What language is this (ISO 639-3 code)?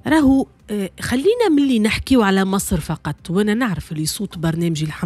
aeb